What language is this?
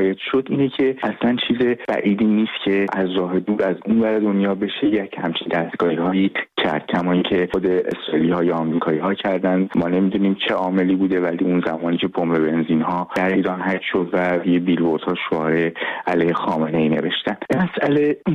Persian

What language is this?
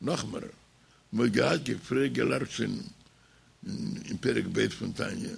Yiddish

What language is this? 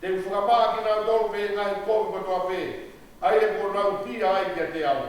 Tongan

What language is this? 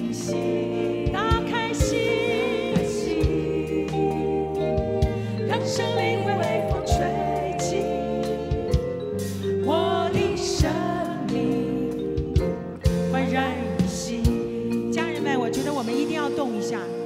Chinese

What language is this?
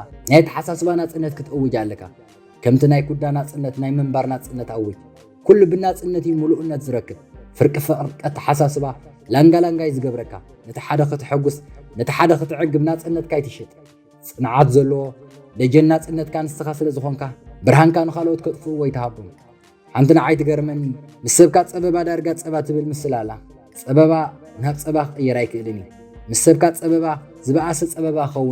Tigrinya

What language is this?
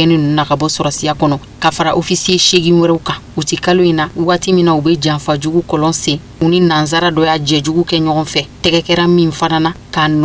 Bambara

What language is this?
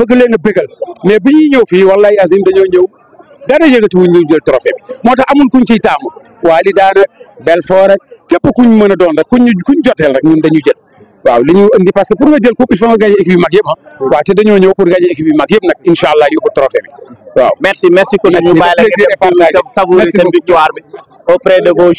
Wolof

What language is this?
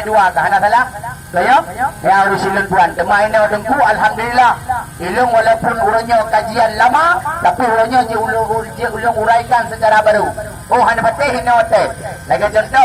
Achinese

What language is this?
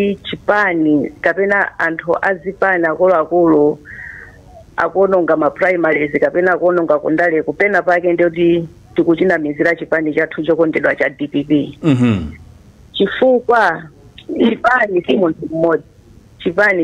Nyanja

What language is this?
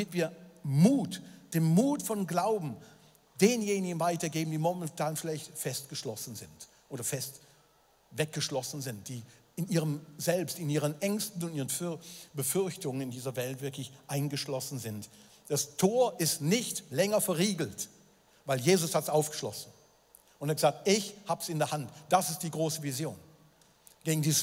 Swiss German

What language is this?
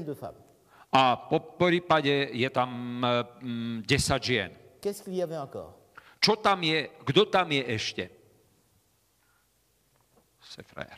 Slovak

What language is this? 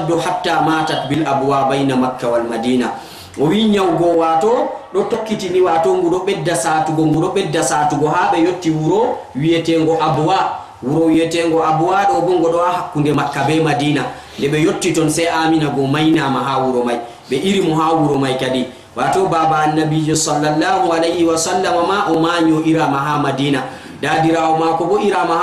Fula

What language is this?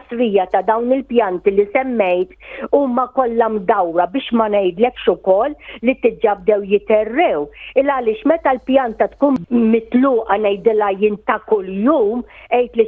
Maltese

